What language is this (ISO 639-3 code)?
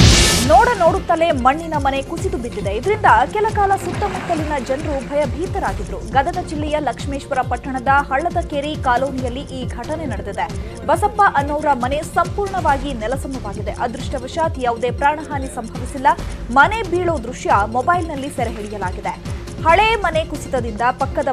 kan